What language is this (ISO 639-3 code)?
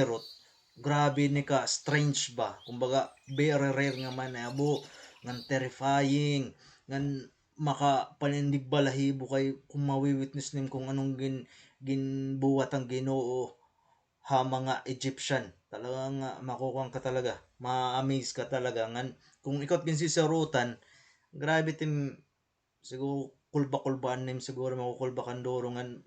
war